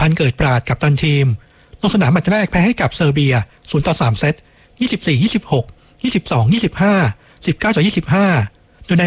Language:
Thai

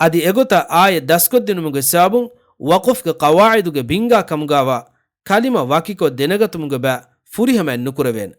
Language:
Divehi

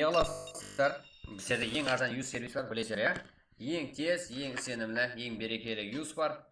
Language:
Kara-Kalpak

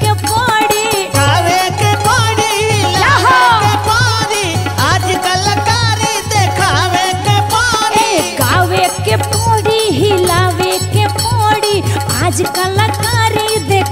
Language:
Bhojpuri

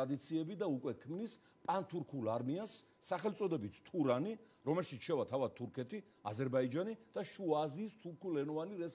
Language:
Georgian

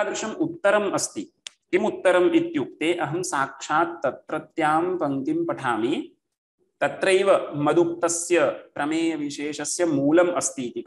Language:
Sanskrit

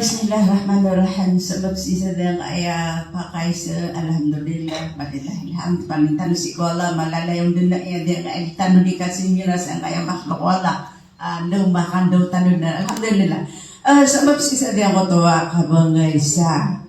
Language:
Maranao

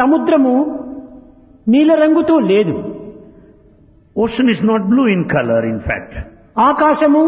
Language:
Telugu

